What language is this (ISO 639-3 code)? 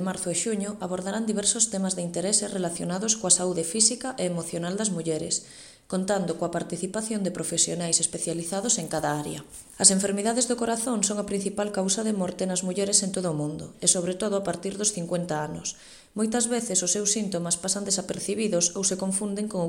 glg